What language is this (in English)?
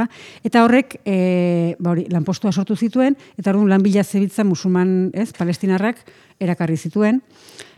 Basque